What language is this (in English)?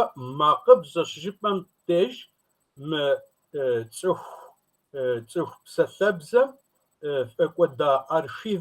Kabardian